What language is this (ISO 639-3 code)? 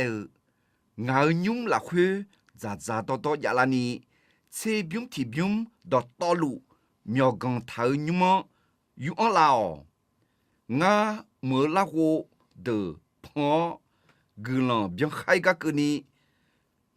ahk